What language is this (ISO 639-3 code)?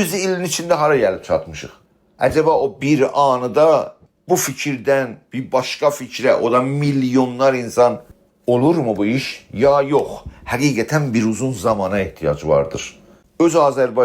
azb